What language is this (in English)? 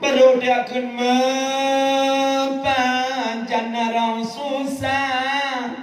Achinese